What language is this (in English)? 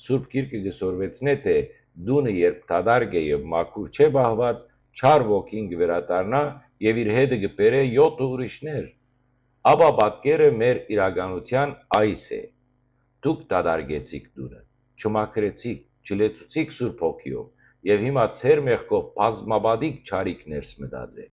Western Armenian